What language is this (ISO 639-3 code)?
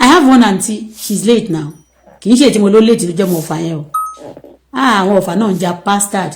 yor